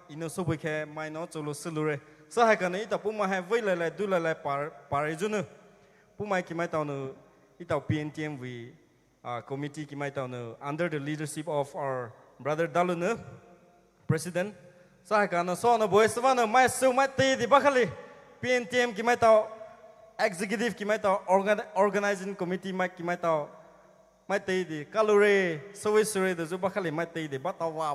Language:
Poumei Naga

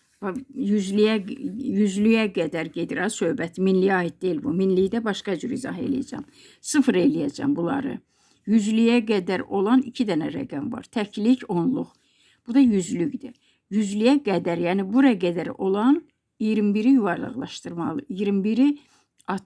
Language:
Azerbaijani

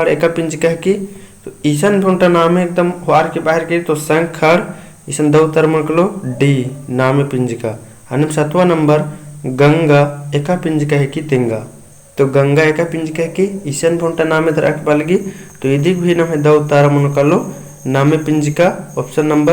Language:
Kurukh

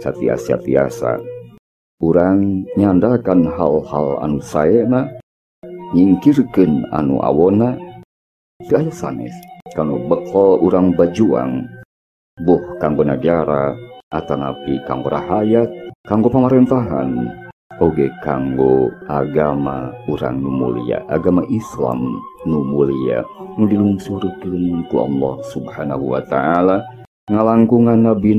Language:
Sundanese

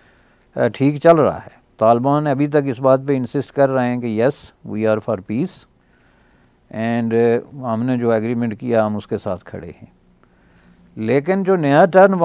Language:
Urdu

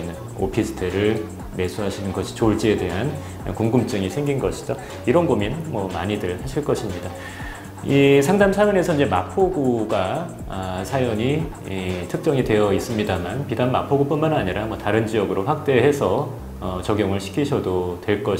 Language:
Korean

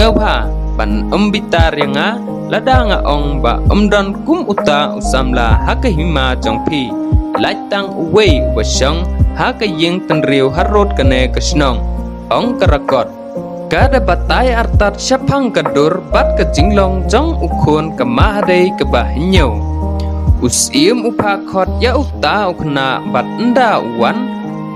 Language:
Khasi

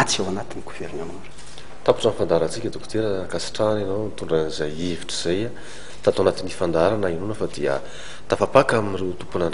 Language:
Malagasy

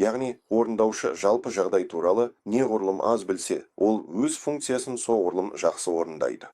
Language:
Kazakh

